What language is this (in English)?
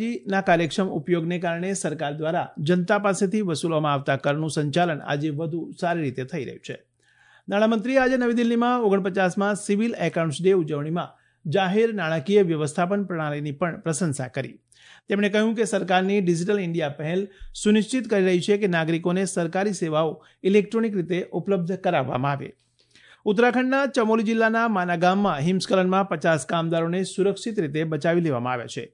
Gujarati